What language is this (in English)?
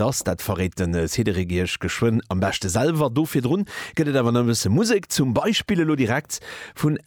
Luxembourgish